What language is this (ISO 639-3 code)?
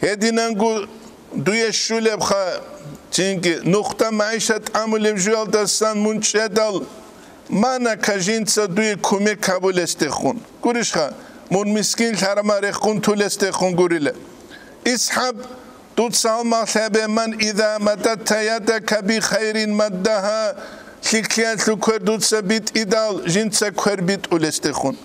ava